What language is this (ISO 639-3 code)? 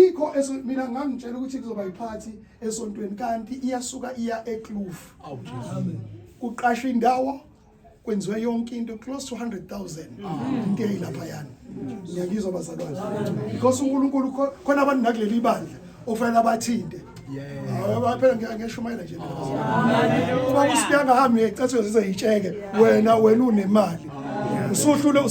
zul